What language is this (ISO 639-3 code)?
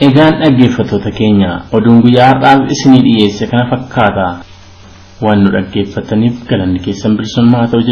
orm